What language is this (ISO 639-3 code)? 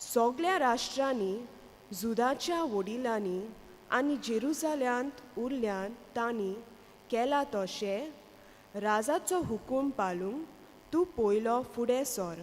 kok